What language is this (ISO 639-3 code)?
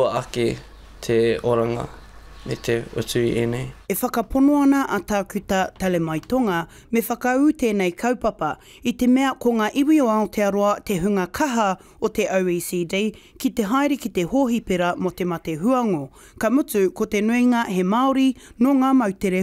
mri